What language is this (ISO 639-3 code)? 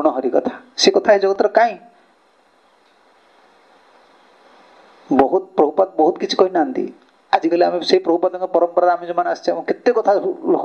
ori